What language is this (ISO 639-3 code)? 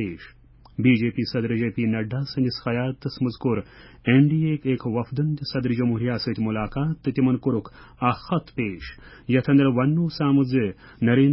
kas